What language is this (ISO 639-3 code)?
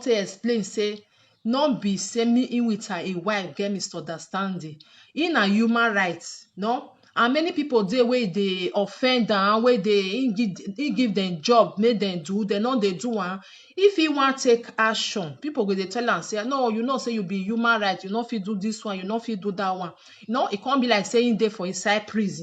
pcm